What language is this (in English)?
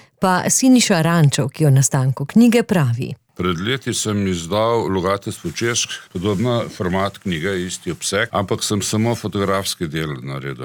Slovenian